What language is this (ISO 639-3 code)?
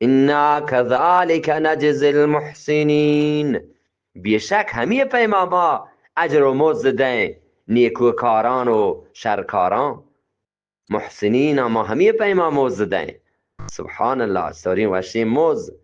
bgp